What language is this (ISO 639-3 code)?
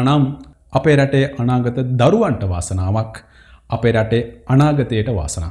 sin